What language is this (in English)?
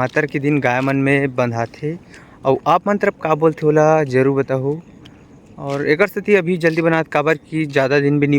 Chhattisgarhi